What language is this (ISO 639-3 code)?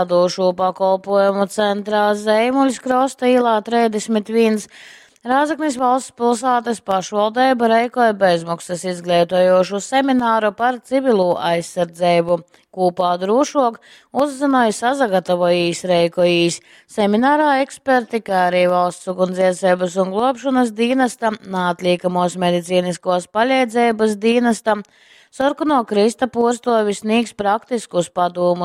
ltg